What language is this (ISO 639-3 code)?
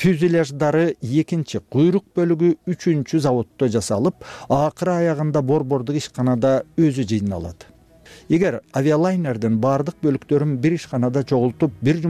kir